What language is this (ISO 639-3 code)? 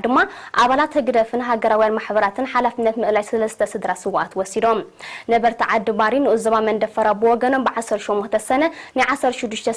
tir